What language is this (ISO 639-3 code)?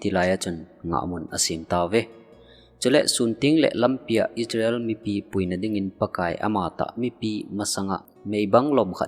tcz